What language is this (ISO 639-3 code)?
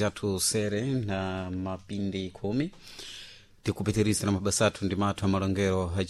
seh